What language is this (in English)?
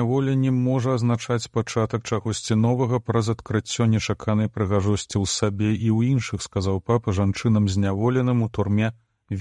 Belarusian